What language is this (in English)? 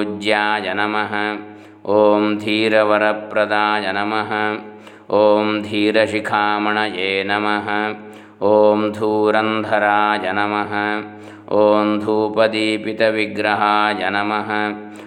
Sanskrit